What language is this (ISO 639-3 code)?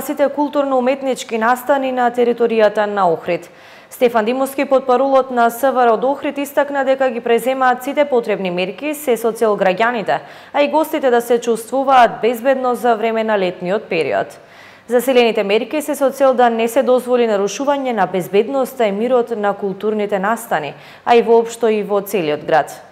mkd